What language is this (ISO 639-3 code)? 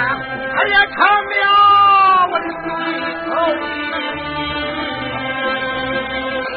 zho